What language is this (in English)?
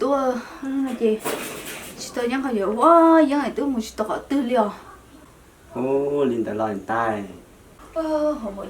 Hmong